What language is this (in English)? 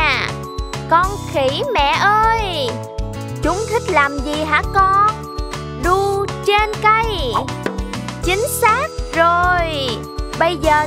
Vietnamese